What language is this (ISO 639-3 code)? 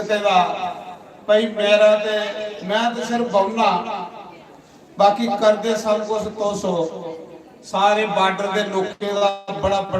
doi